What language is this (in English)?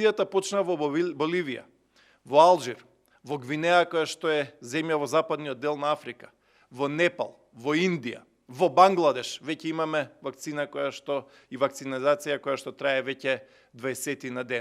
Macedonian